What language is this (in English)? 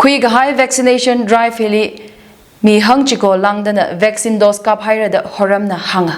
Tangkhul Naga (India)